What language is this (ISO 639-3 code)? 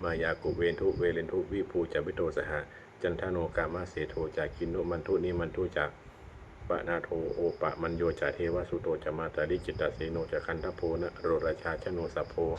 pli